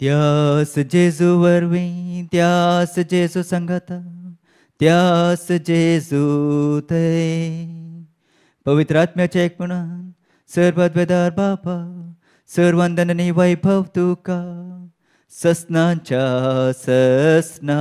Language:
Konkani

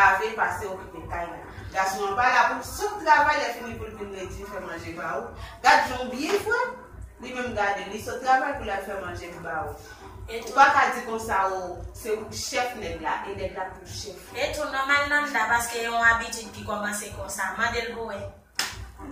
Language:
Haitian Creole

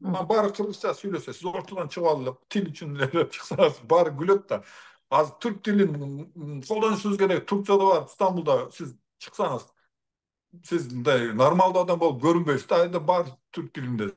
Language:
Kyrgyz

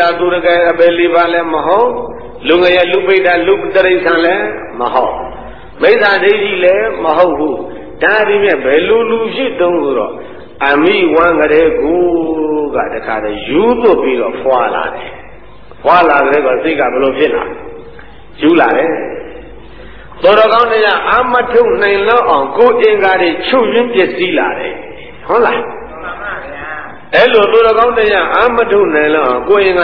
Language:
Burmese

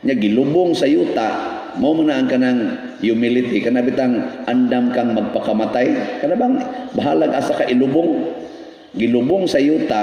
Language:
Cebuano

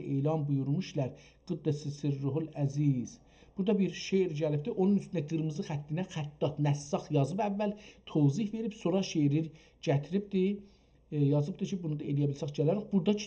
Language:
South Azerbaijani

